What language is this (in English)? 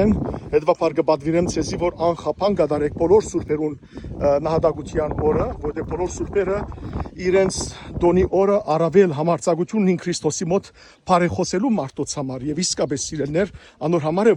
Western Armenian